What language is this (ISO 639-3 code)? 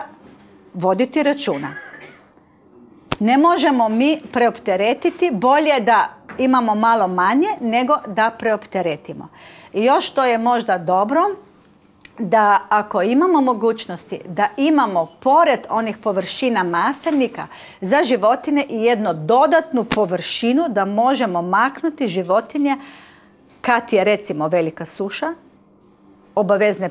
hrv